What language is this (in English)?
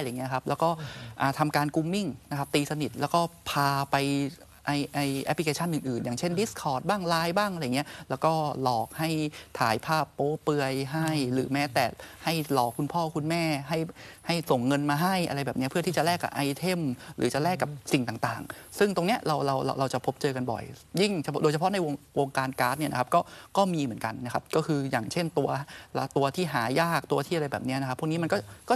Thai